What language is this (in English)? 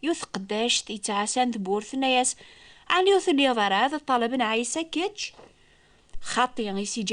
Kabyle